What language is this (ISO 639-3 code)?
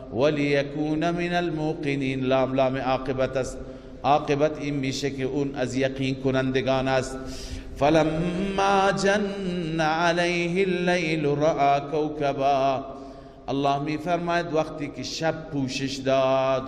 fas